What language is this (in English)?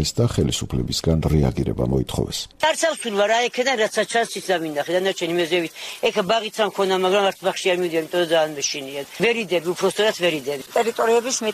Georgian